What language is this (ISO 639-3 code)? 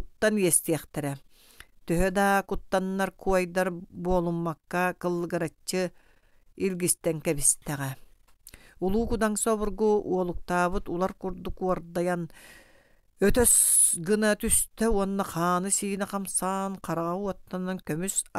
sah